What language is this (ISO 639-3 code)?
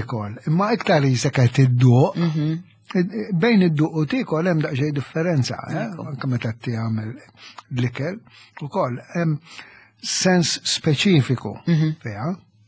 mlt